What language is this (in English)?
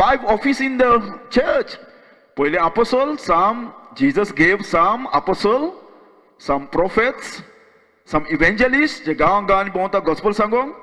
Konkani